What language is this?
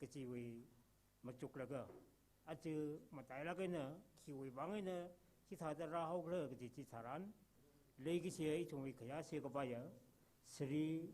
Tangkhul Naga (India)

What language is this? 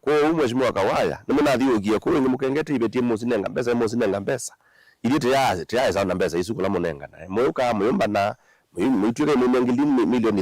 Kamba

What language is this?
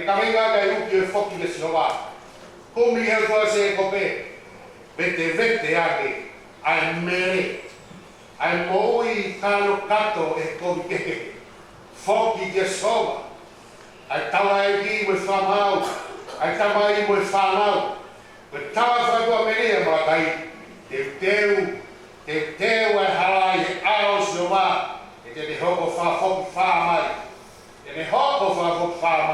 Tongan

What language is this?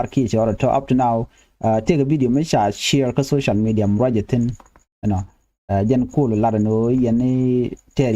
Nuer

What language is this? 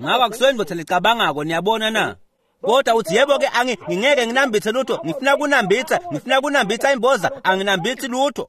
Swati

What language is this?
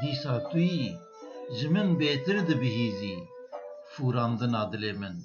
Kurdish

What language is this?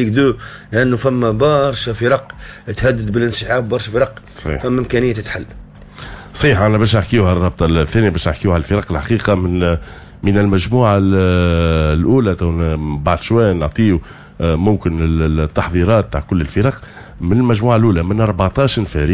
Tunisian Arabic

